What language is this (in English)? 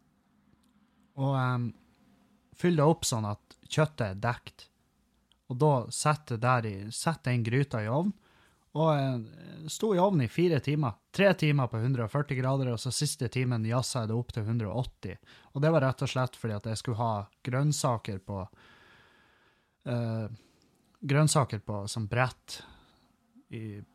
Norwegian